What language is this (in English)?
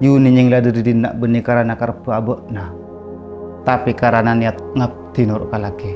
Madurese